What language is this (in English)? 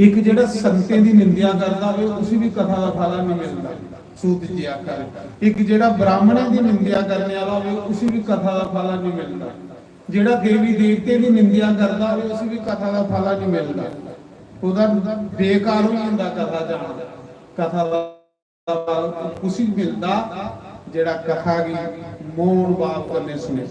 Dogri